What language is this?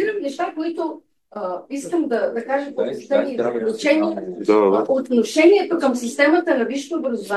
Bulgarian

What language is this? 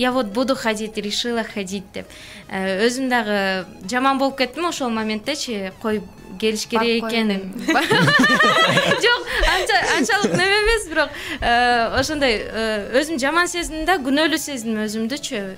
Kyrgyz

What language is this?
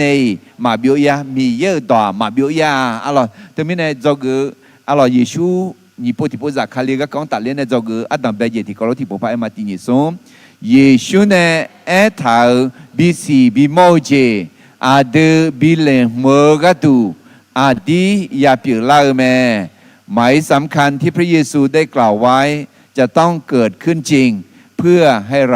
Akha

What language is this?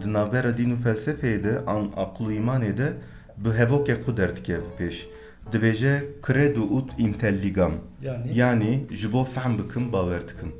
Kurdish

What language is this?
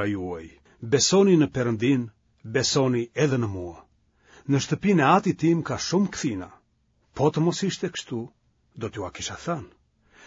Albanian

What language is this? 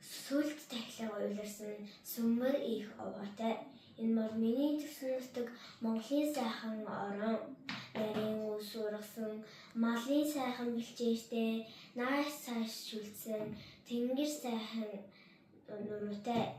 Mongolian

